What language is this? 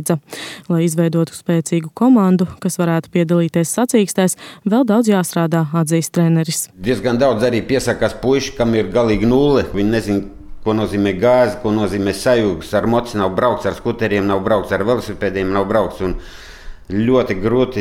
Latvian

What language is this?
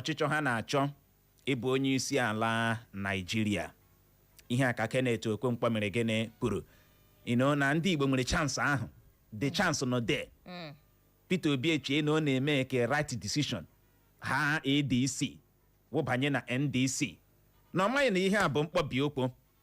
Igbo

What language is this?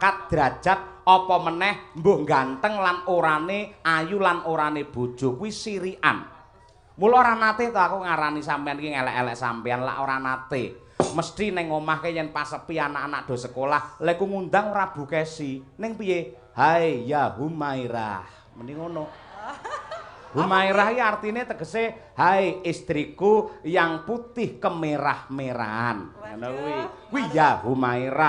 Javanese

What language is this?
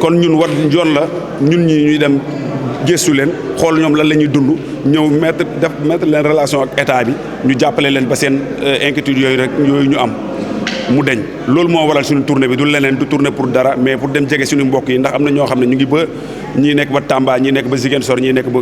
Wolof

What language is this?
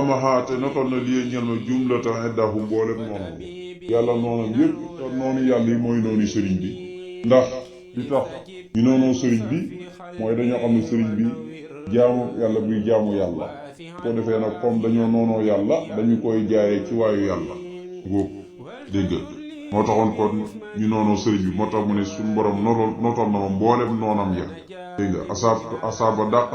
Wolof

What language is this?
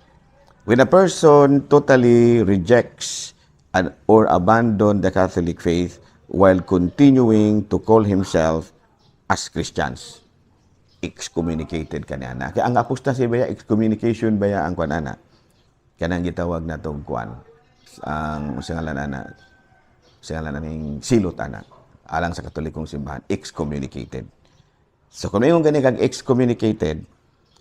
Cebuano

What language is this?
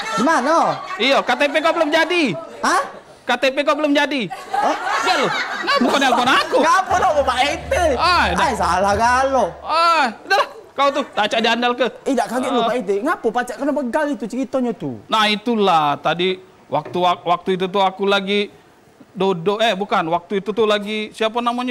Musi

